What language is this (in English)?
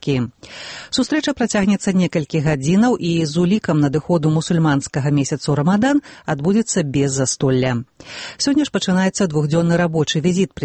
Belarusian